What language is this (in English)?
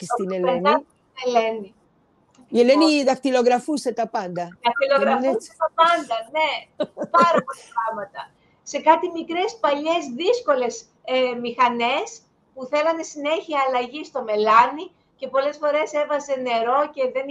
Greek